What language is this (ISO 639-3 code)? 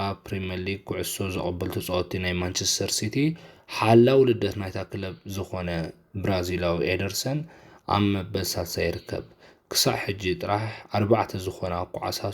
tir